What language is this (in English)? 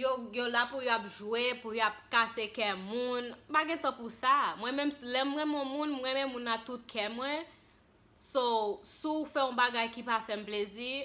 Haitian Creole